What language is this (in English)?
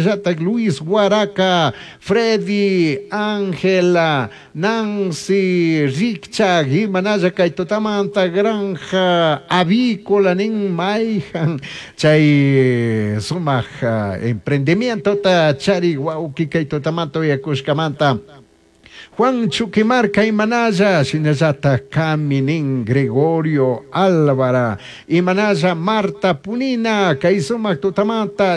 Chimborazo Highland Quichua